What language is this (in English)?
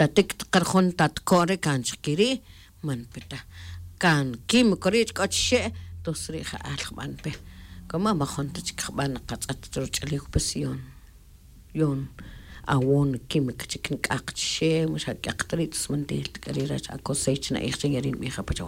Tz'utujil